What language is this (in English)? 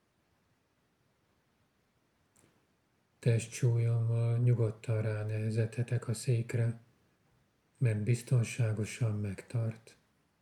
Hungarian